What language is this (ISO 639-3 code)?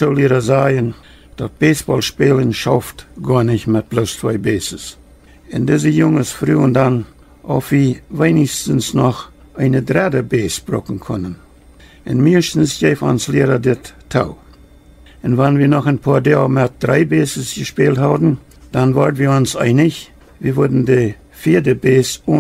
pdt